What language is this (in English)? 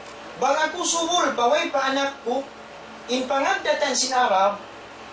Tausug